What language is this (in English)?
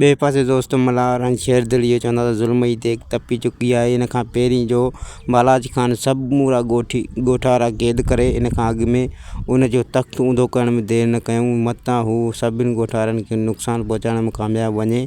Sindhi